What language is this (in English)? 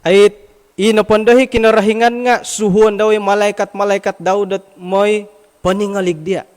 Central Dusun